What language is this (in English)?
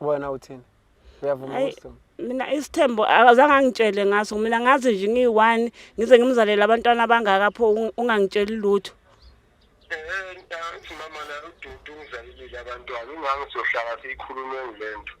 Zulu